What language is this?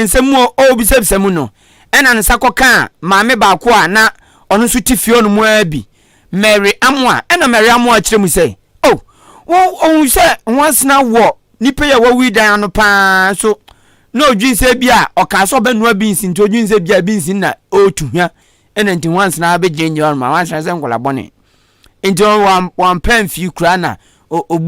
Akan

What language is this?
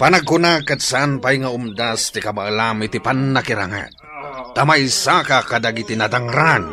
Iloko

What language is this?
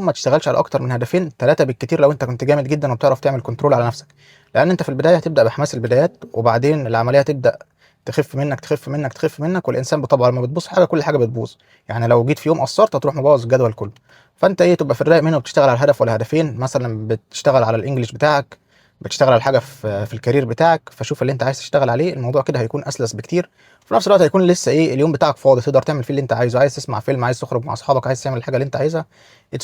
Egyptian Arabic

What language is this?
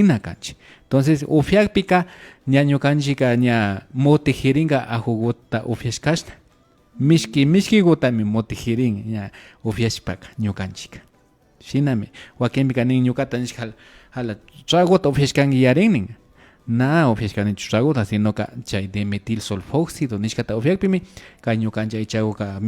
Imbabura Highland Quichua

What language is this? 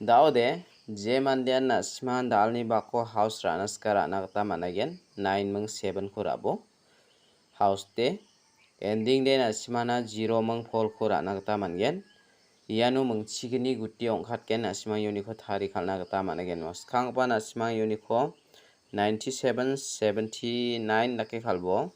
Garo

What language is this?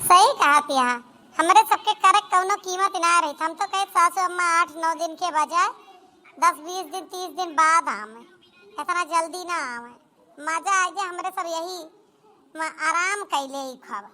Awadhi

